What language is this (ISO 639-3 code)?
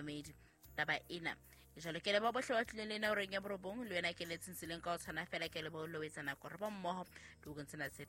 sot